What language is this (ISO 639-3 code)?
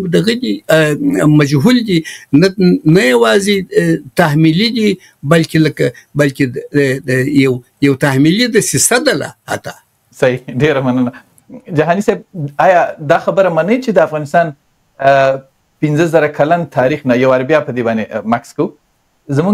pus